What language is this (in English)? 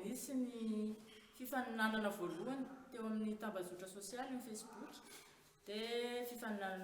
Malagasy